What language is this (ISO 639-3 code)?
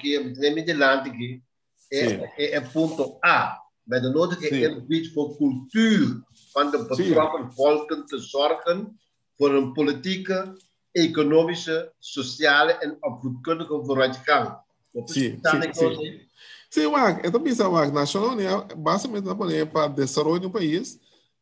pap